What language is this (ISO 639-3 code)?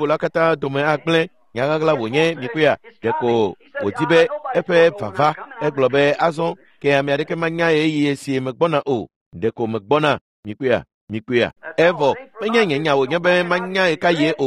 ewe